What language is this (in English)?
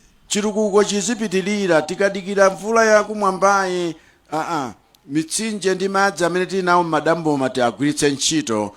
Nyanja